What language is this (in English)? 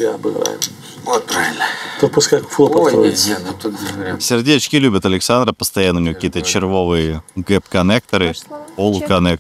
Russian